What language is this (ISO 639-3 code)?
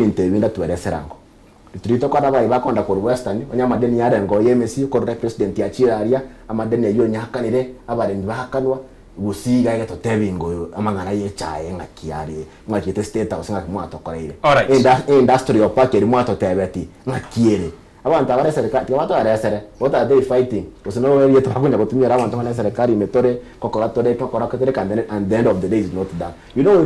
guz